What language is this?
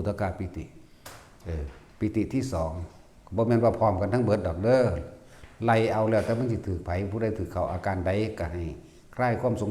Northeastern Thai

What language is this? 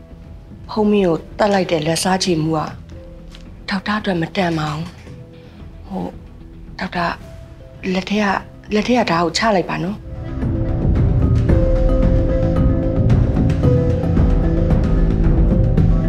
Burmese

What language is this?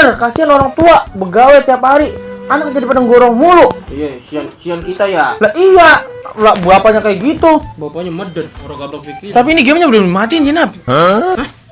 Betawi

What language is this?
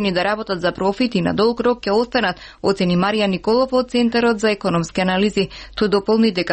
Macedonian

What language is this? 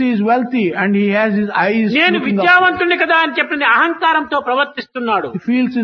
Telugu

